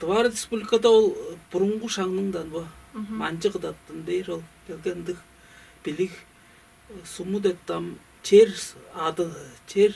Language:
Tuvinian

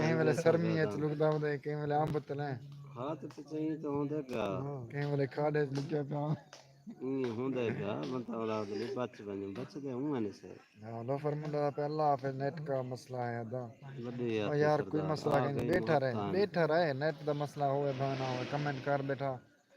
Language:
Saraiki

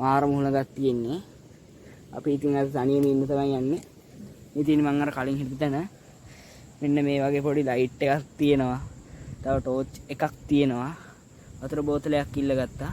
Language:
Sinhala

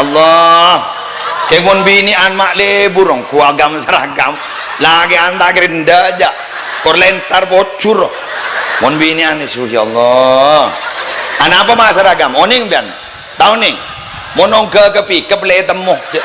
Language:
Madurese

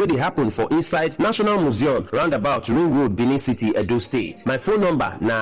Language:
Nigerian Pidgin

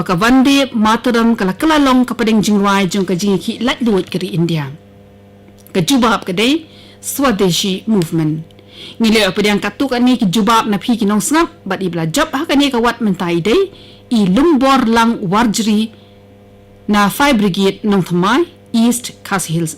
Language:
Khasi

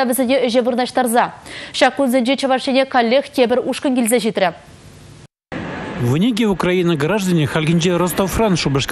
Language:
Chuvash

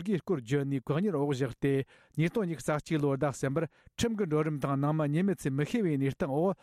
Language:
Tibetan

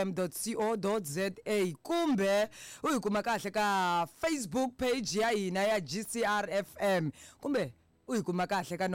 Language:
Tsonga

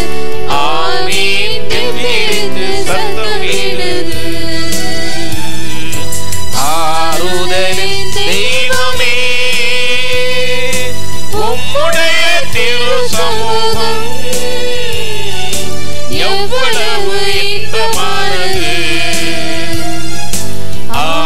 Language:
Tamil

